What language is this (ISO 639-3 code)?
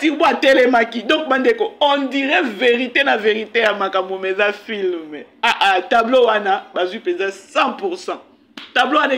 lin